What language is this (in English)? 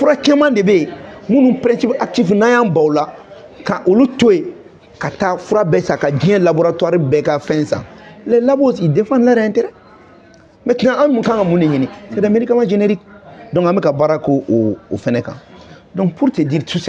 Bambara